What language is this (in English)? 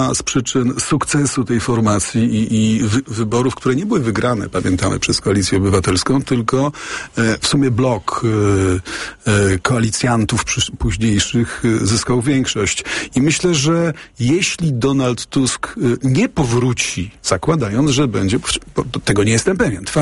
Polish